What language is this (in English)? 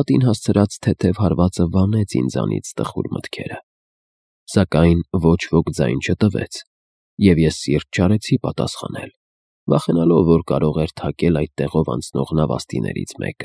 Armenian